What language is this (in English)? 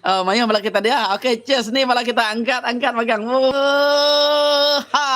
Iban